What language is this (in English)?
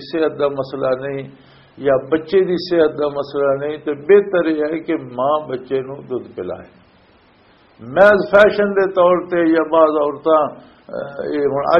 Western Panjabi